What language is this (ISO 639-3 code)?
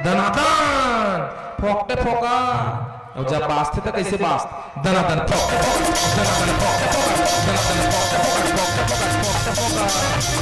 hne